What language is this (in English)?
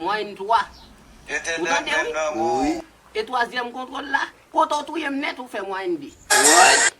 Haitian Creole